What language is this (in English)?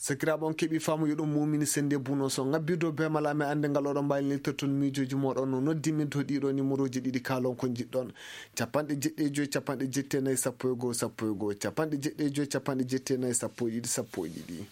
Maasina Fulfulde